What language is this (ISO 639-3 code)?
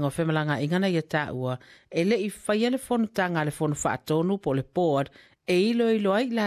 smo